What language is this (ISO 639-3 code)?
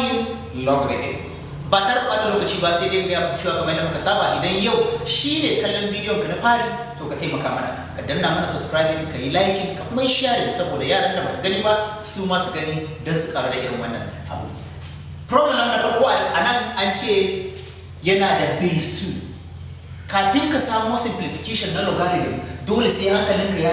hau